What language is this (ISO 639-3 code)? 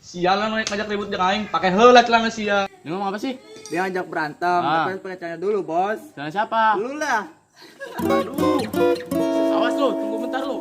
sun